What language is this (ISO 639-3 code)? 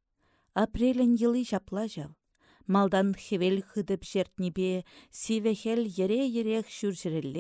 chv